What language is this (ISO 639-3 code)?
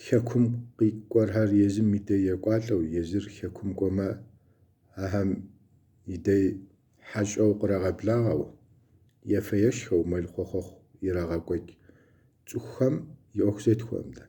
kbd